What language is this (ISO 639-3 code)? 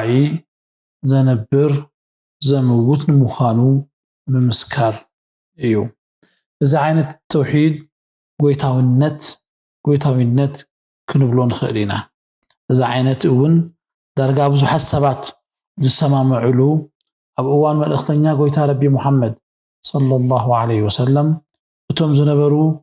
tir